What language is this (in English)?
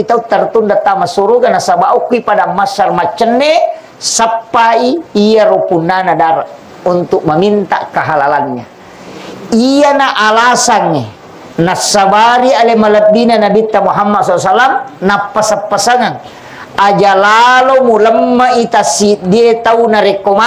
Buginese